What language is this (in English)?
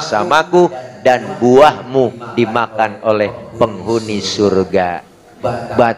Betawi